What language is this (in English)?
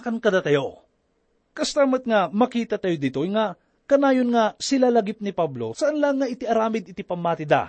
Iloko